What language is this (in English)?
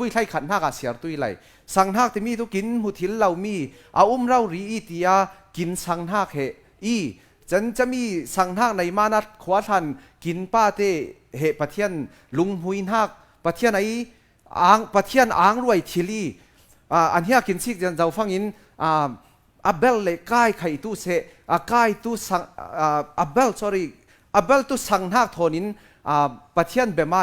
Falam Chin